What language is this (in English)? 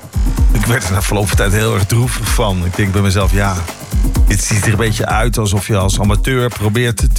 Dutch